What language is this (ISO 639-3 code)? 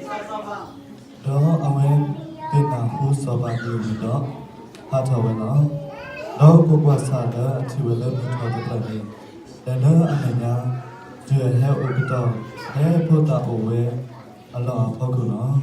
ksw